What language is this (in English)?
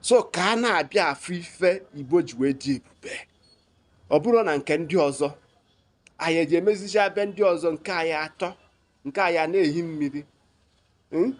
Igbo